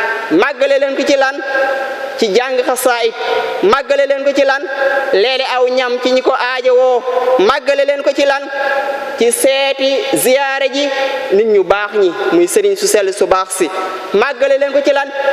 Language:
Wolof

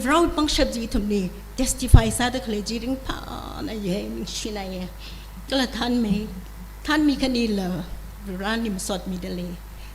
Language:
Tangkhul Naga (India)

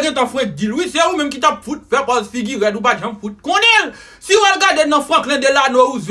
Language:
Haitian Creole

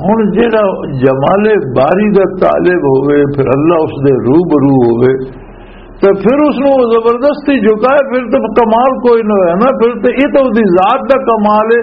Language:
Western Panjabi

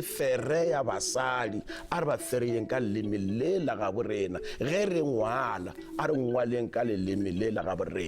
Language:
Northern Sotho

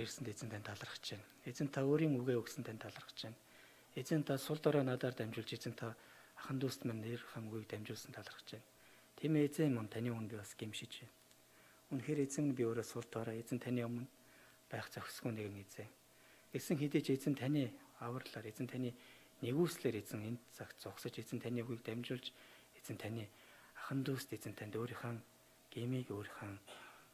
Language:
Mongolian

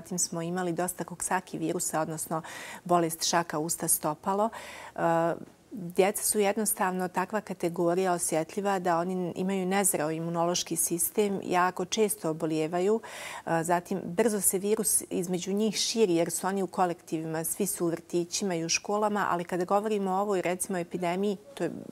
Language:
Bosnian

